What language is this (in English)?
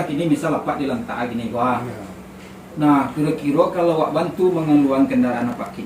Minangkabau